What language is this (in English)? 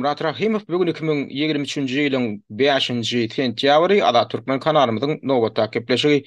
Turkmen